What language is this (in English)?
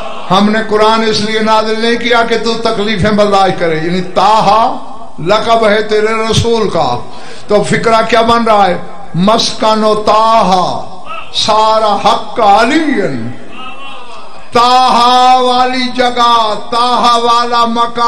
Urdu